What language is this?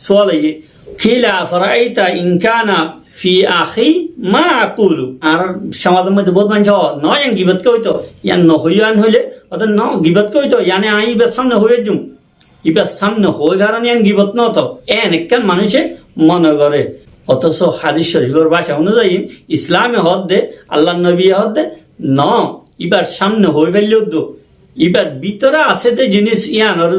Rohingya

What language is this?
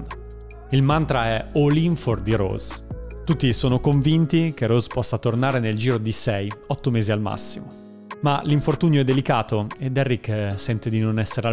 Italian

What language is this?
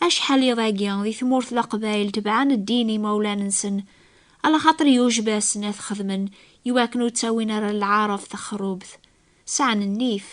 Kabyle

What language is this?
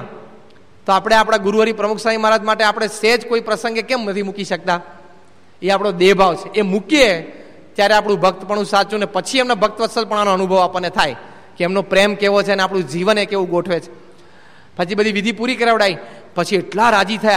Gujarati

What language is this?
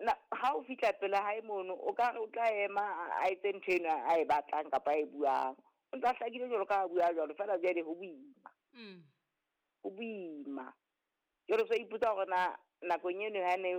Southern Sotho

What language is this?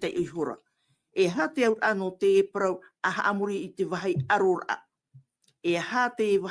Tahitian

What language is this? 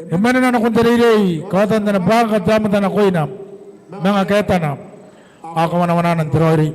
Gilbertese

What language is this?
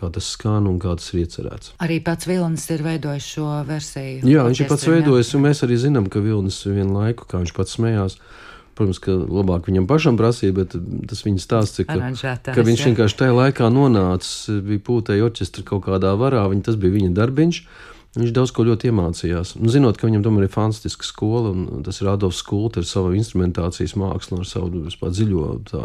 Latvian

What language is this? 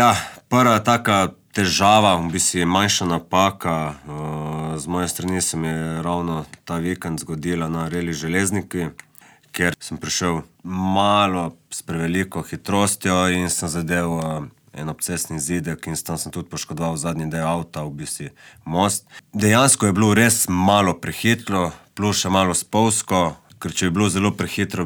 Slovenian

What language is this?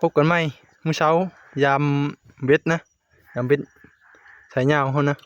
Northeastern Thai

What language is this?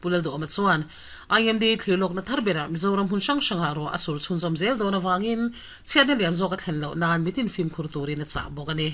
Mizo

